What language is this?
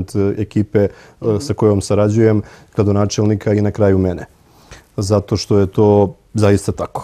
Serbian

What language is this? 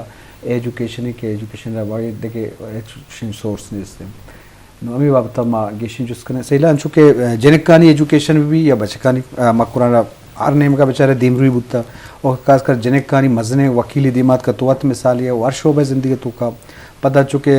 Eastern Balochi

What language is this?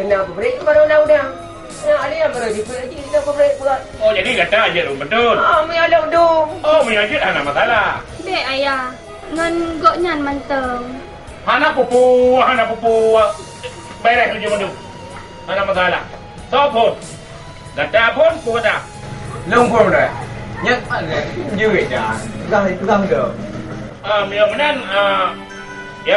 Achinese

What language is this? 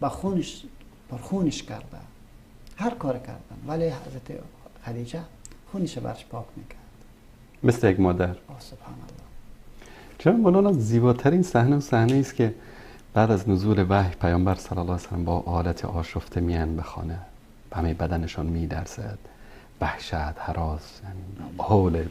Persian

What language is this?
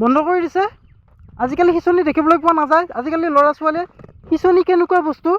Assamese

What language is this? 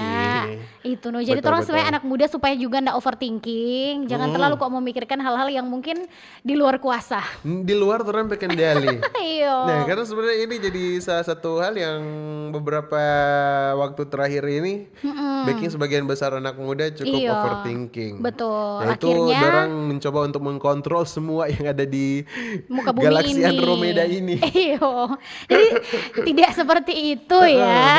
Manado Malay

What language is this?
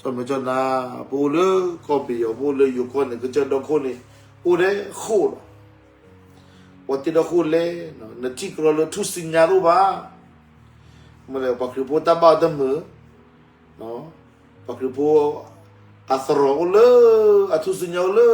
S'gaw Karen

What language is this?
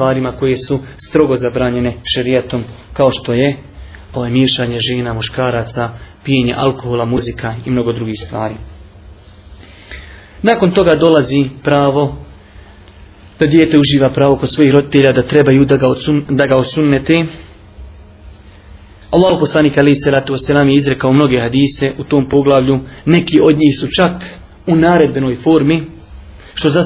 Bosnian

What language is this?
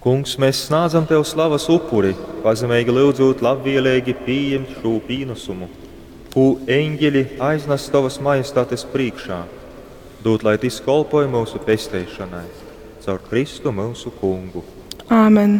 Latgalian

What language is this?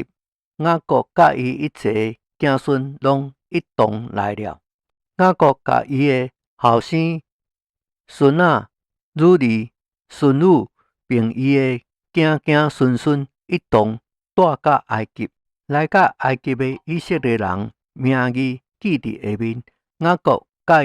Min Nan Chinese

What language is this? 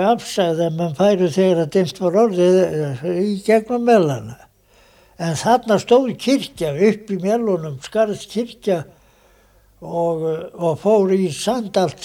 Icelandic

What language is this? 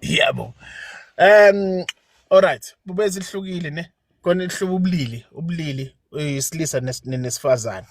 Zulu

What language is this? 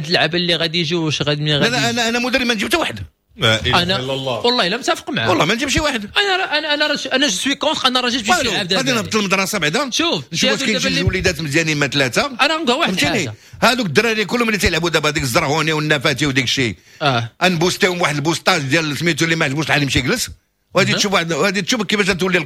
Moroccan Arabic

